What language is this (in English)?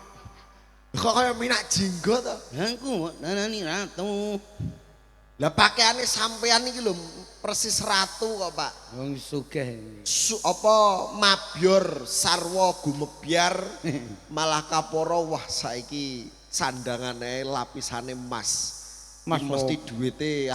Javanese